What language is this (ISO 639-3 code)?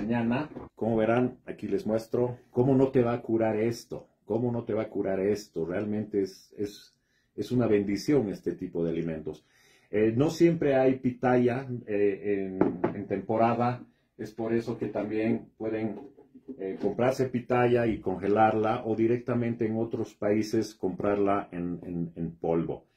spa